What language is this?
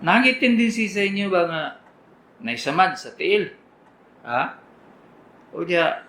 Cebuano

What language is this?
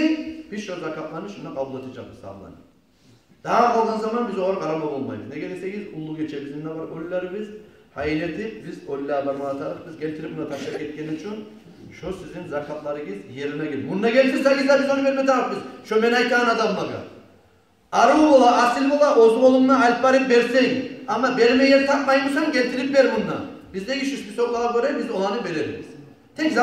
Kumyk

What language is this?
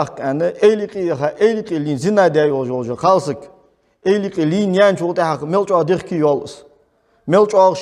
Ingush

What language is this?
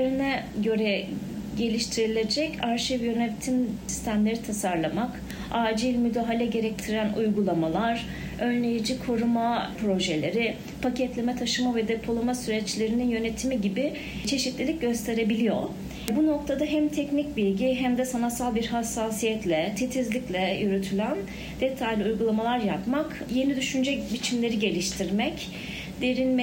Turkish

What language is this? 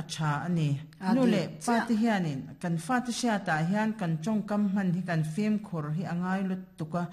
Mizo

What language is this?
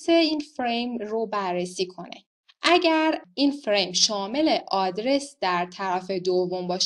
Persian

